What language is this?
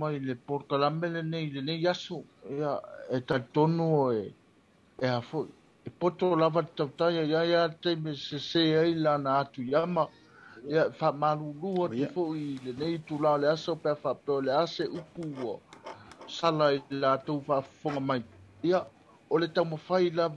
Samoan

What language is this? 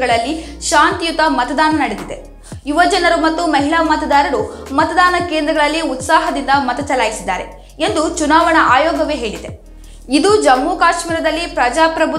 Kannada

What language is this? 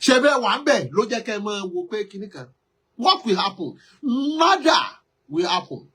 Yoruba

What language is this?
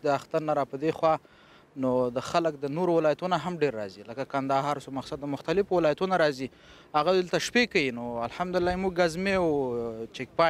Pashto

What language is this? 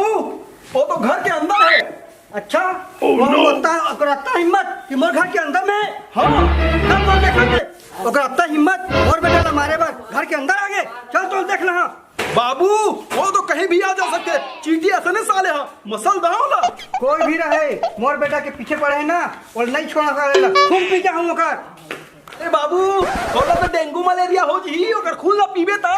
Chhattisgarhi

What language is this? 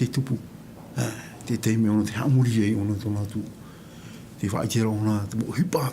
Tahitian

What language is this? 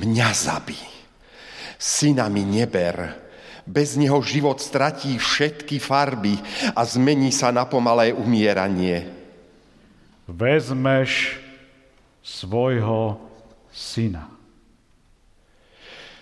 Slovak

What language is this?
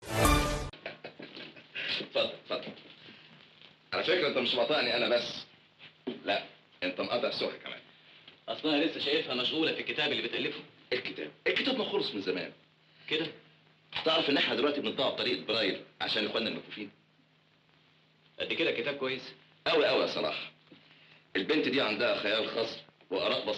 Egyptian Arabic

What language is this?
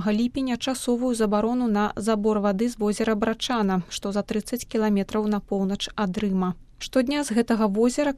Belarusian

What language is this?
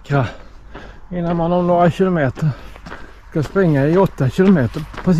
Swedish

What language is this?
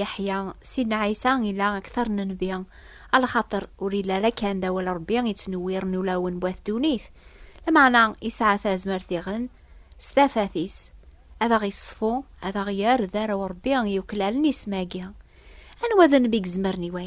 Kabyle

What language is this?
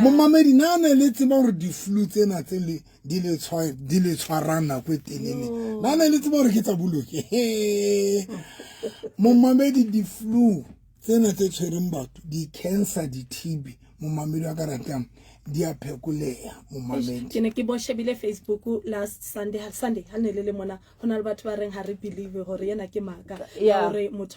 Southern Sotho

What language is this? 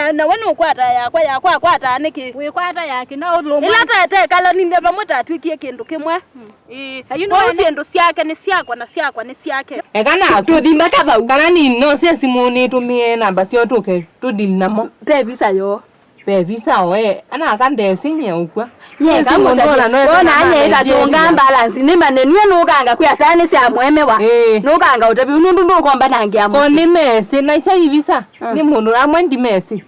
Kamba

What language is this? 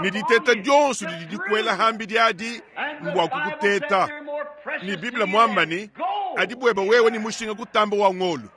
Luba-Lulua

